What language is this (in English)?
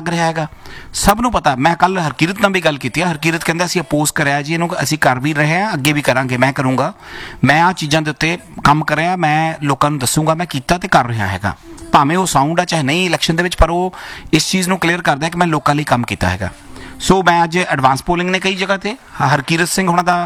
Punjabi